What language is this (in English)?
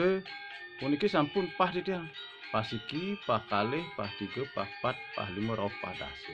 Balinese